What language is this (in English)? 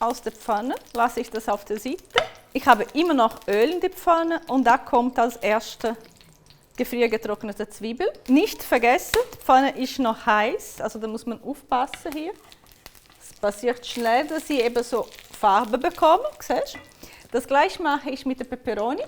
Swiss German